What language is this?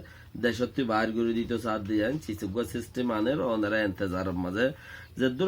Rohingya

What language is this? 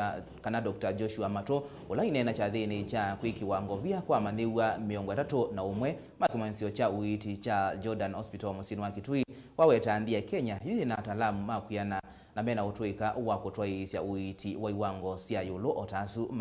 Kamba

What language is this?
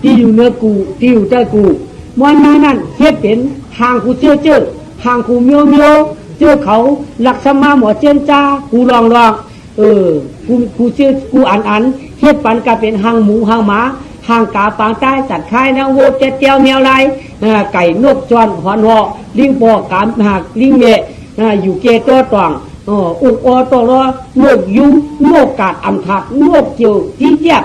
Shan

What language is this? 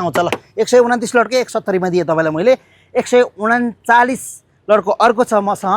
Nepali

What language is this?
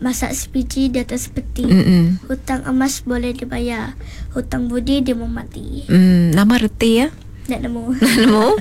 Iban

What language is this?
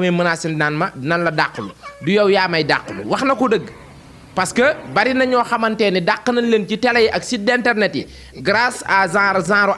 Wolof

